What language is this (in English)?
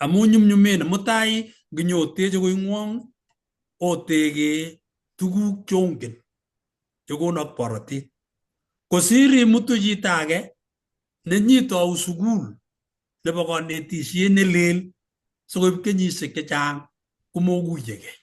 Kalenjin